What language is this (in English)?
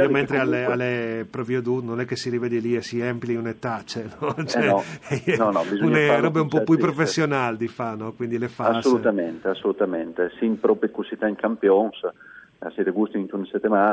Friulian